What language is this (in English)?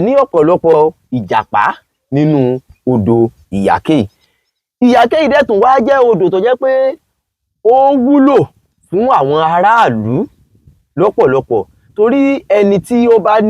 Yoruba